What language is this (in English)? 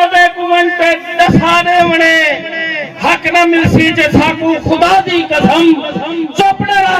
Saraiki